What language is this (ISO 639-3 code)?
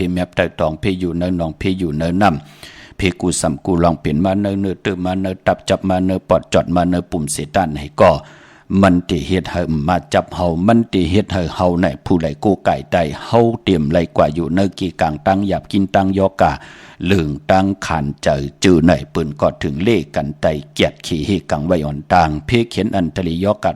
shn